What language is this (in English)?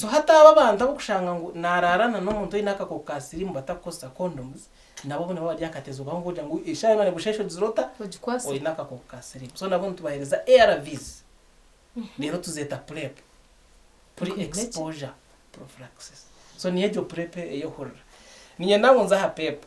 Nyankole